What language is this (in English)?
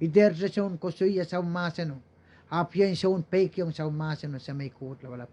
Pohnpeian